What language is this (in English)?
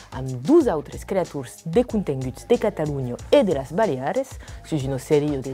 Occitan